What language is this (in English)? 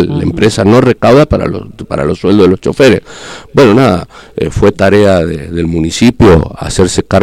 Spanish